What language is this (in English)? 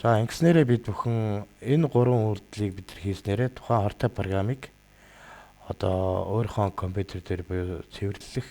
Mongolian